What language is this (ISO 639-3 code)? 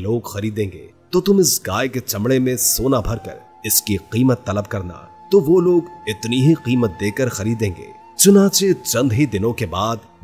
urd